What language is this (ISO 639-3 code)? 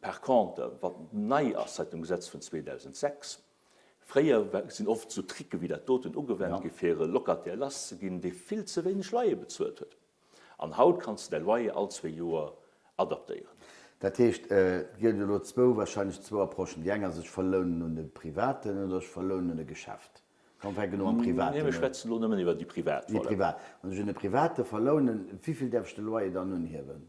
ltz